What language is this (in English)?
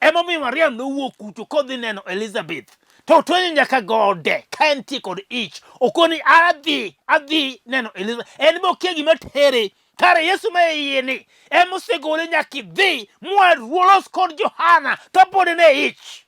Luo (Kenya and Tanzania)